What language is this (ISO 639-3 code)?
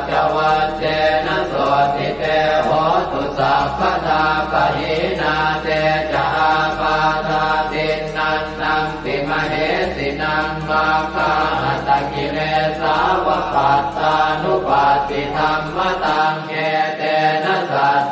pli